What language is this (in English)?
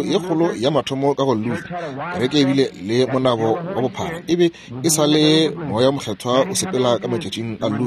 Northern Sotho